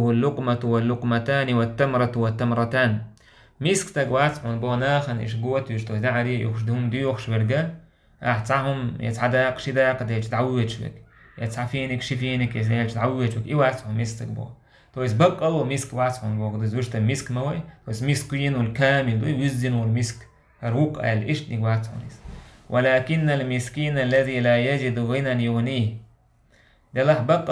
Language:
Chechen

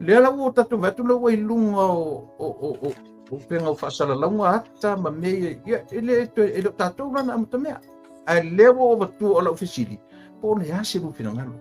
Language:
Samoan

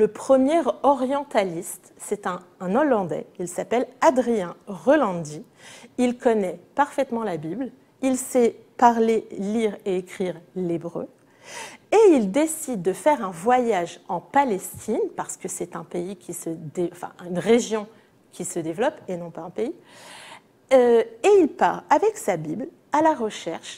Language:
French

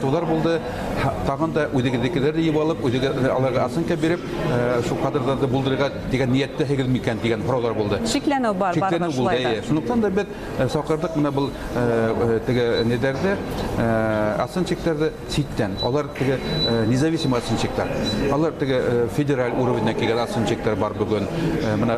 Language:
Bashkir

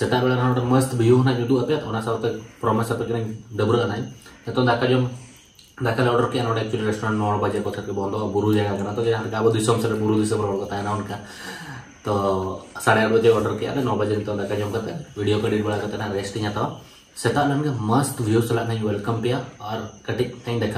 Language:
Santali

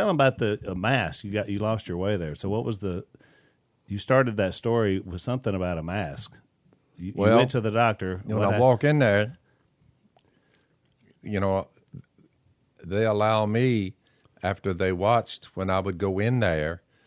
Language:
English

